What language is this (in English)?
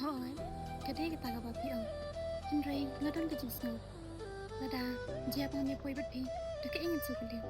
Khasi